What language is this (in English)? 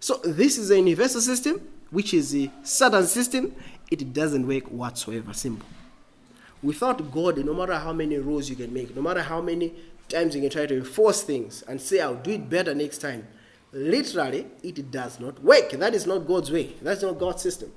English